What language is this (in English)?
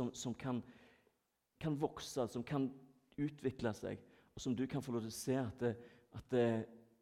Norwegian